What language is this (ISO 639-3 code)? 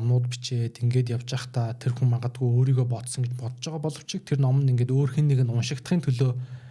mon